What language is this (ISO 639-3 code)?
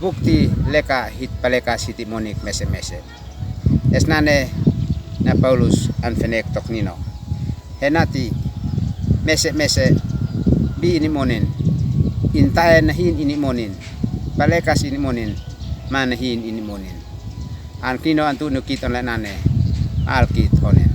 aoz